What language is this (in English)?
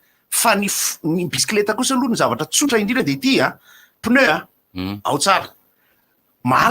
Malagasy